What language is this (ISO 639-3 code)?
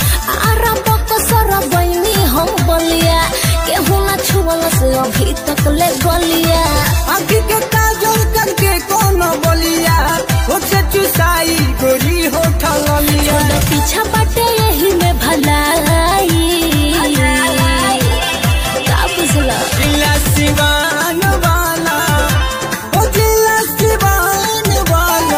bho